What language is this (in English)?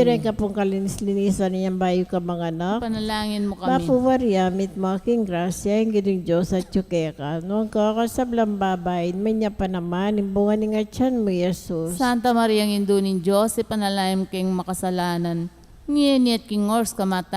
Pampanga